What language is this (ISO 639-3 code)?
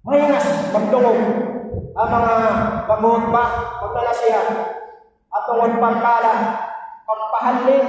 tsg